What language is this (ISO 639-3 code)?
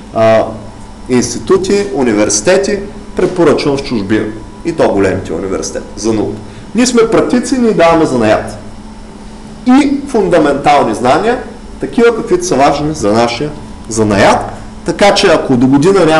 bul